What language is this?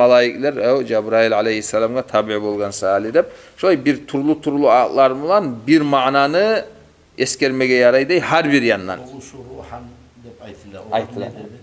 Kumyk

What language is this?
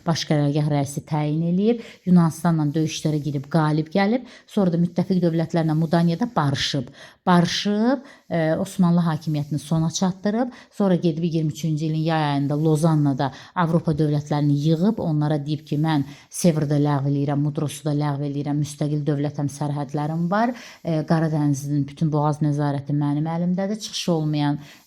Azerbaijani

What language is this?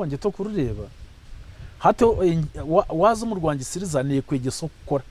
Nyankole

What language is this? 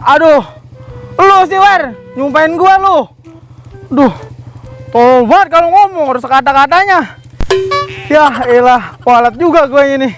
Betawi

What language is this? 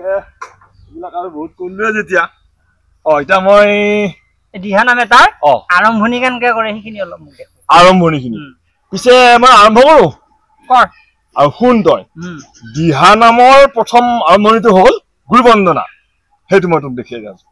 Assamese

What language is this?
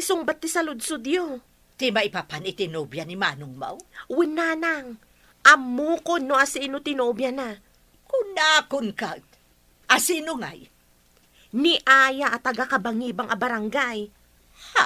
Iloko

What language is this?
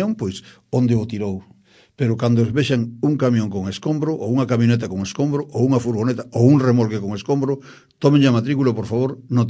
Galician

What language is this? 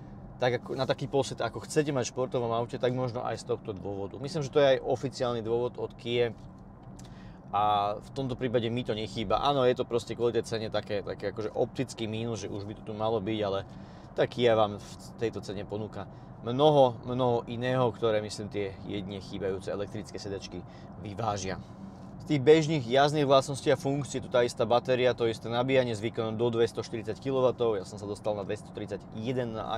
Slovak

